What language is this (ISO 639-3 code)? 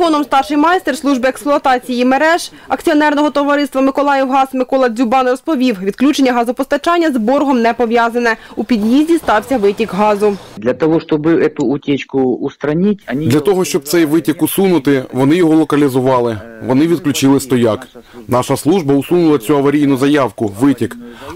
ukr